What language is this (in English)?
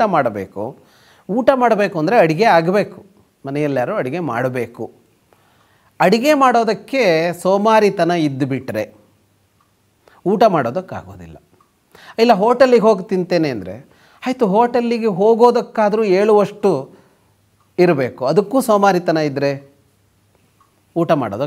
Kannada